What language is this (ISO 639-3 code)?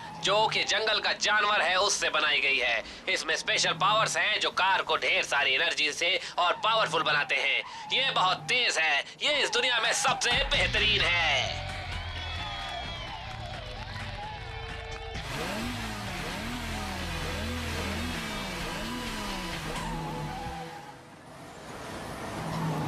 hin